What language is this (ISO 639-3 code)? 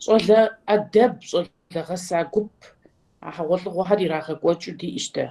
kbd